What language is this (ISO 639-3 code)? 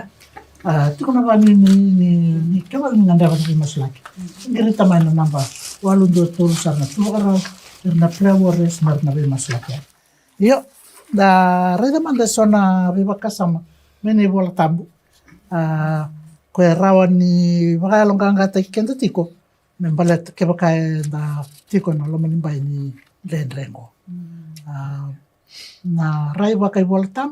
fij